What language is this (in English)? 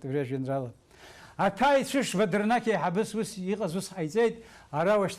Abkhazian